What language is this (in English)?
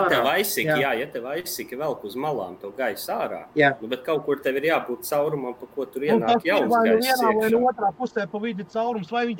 Latvian